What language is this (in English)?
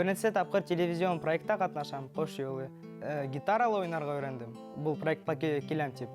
Bashkir